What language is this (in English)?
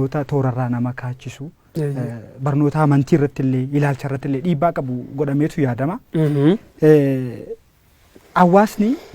Oromo